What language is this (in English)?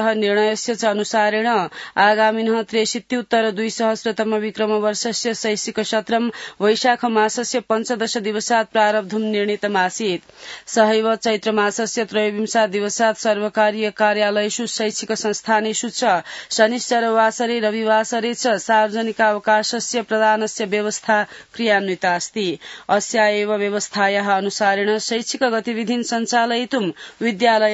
Sanskrit